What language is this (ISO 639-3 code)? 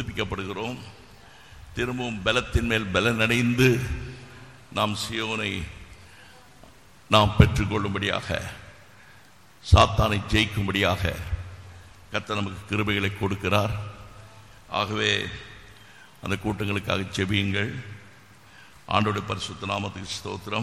tam